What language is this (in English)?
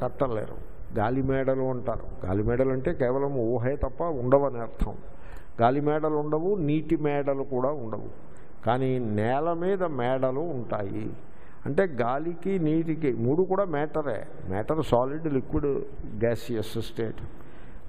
Telugu